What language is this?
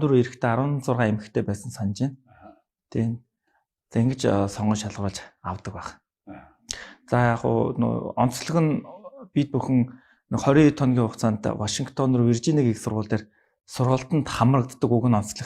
Mongolian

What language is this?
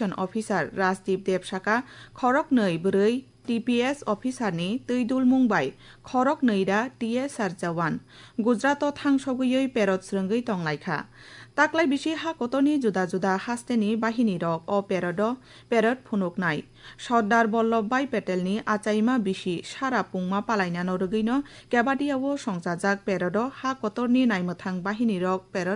Kok Borok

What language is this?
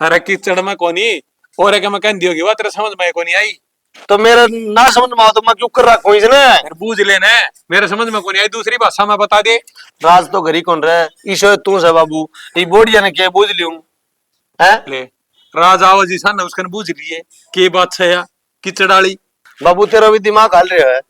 Haryanvi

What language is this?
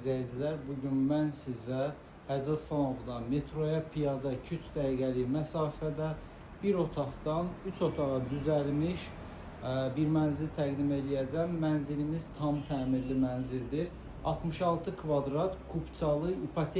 Azerbaijani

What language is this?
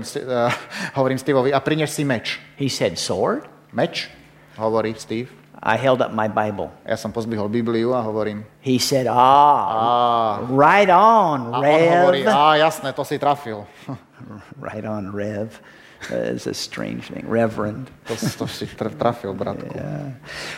Slovak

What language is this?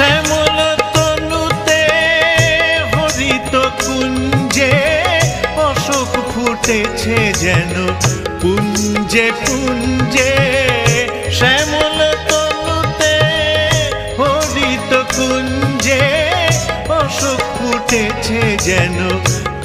Bangla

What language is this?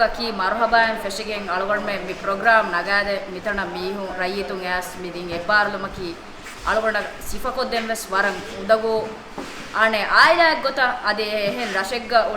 Divehi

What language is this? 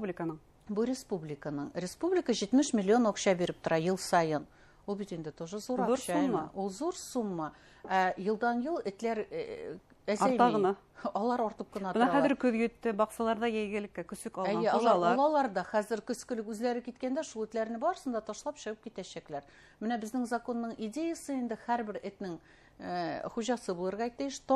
Bashkir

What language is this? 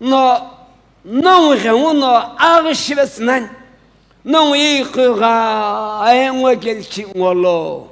Sumi Naga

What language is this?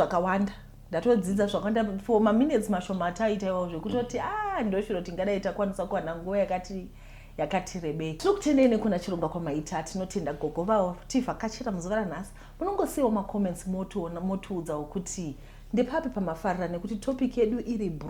Shona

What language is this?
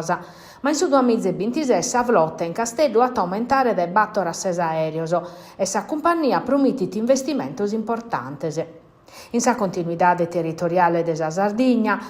Sardinian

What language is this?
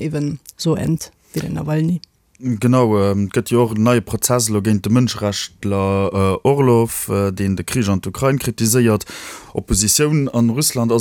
Luxembourgish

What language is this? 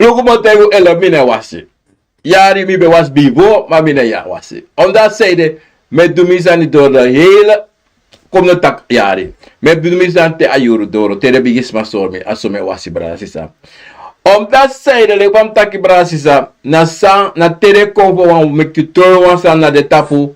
Sranan Tongo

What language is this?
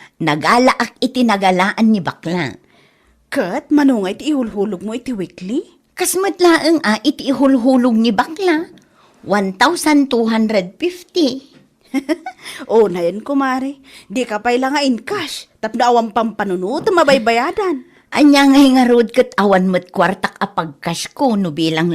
Iloko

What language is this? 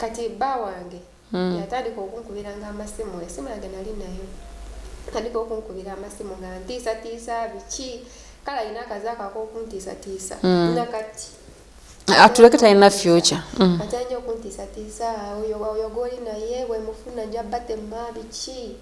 Ganda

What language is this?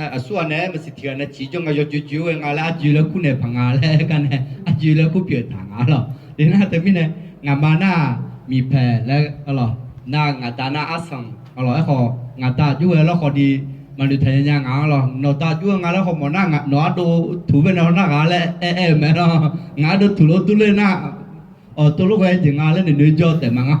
Akha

